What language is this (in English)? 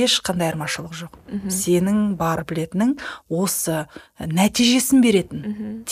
Kazakh